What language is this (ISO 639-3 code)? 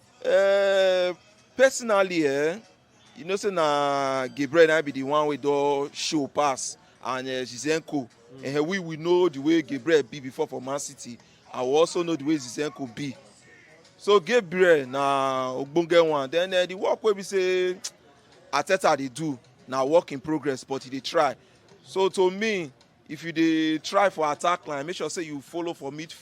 pcm